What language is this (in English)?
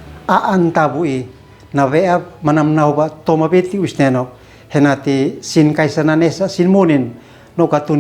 Uab Meto